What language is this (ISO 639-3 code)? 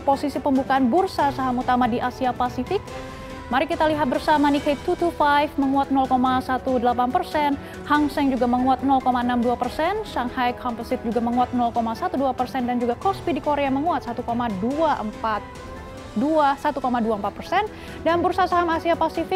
ind